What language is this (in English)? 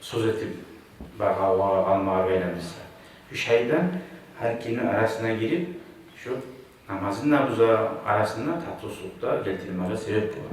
Kumyk